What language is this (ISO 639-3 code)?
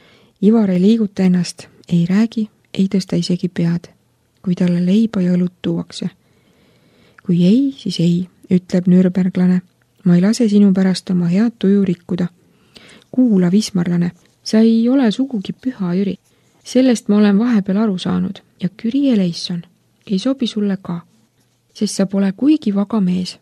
est